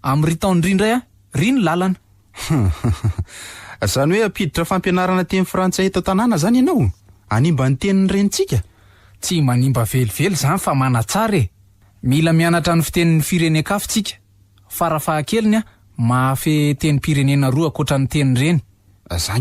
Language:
Malagasy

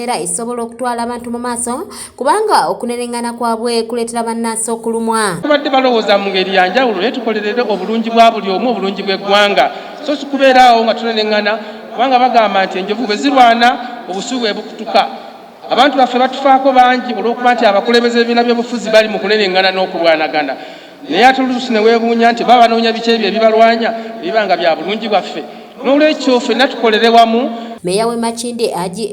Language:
Ganda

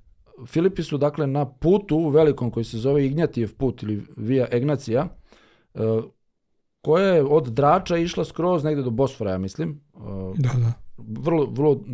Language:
Serbian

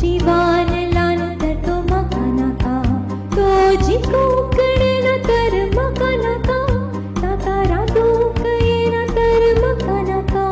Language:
Konkani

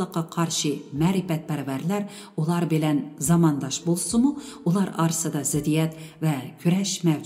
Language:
Uyghur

